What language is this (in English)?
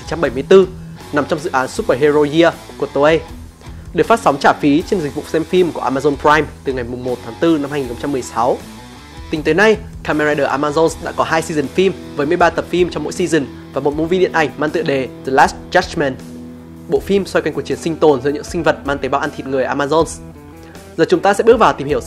Vietnamese